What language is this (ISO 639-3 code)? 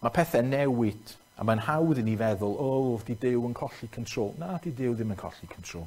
cym